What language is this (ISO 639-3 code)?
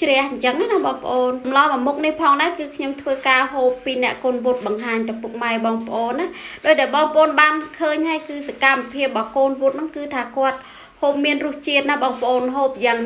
khm